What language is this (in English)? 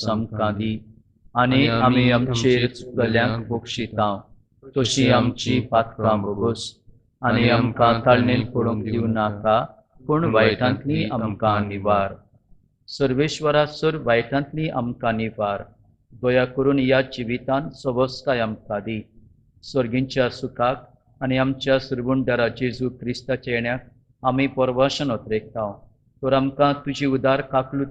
Konkani